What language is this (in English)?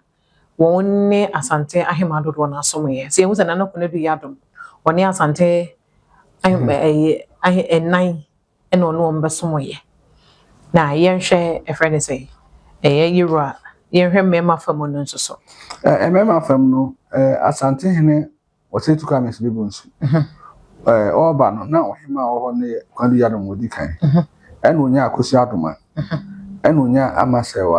Akan